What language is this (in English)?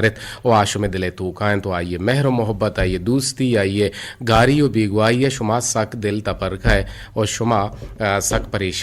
Eastern Balochi